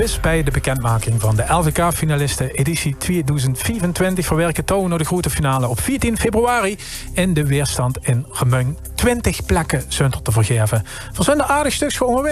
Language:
Limburgish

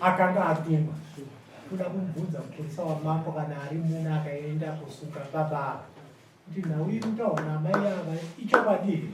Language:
Shona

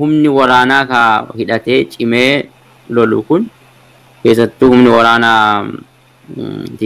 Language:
Oromo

